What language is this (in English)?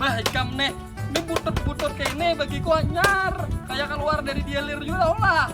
Banjar